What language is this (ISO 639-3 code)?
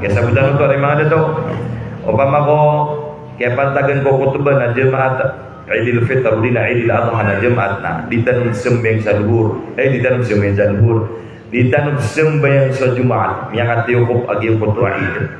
mrw